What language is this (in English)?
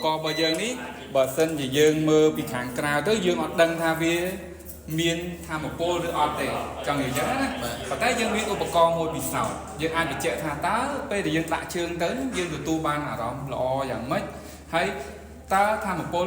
Khmer